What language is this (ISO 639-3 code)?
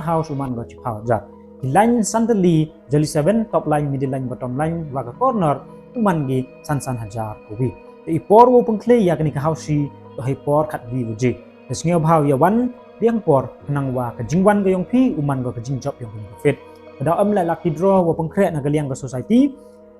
kha